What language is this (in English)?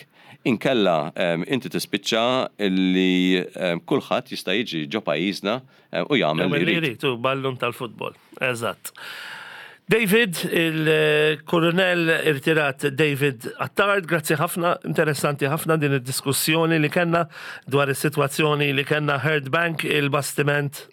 Maltese